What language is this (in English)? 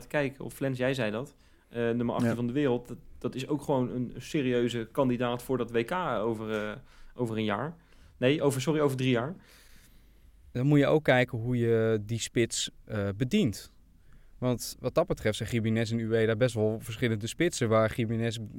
Dutch